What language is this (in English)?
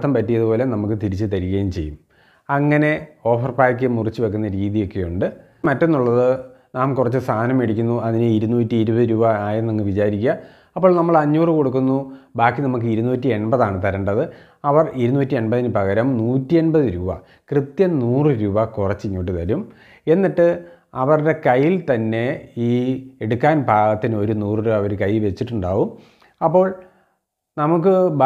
Malayalam